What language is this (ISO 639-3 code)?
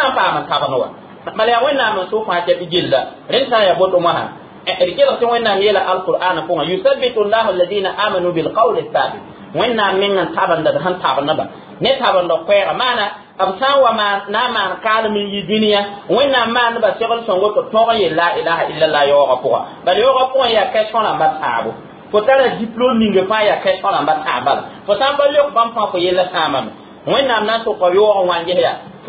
mos